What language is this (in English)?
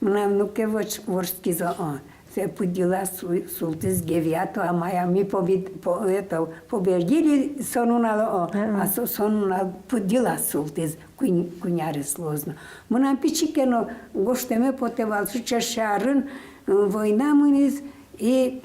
Udmurt